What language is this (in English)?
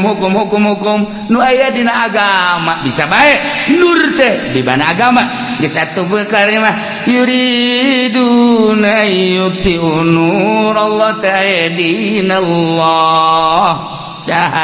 Sundanese